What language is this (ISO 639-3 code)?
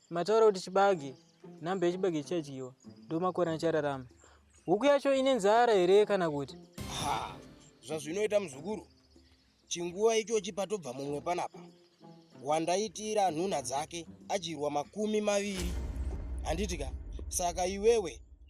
sna